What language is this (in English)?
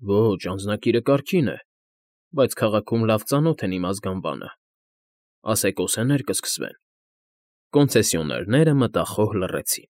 Armenian